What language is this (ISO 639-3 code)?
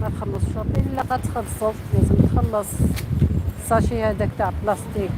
arq